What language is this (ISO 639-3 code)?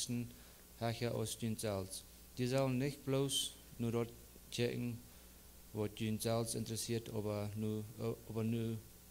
pdt